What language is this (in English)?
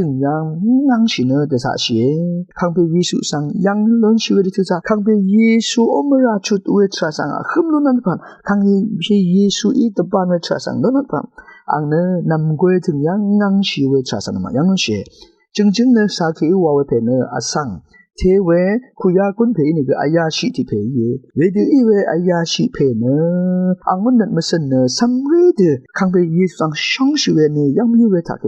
Rawang